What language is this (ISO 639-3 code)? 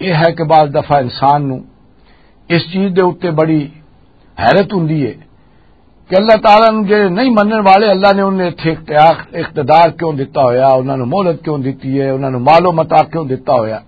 lah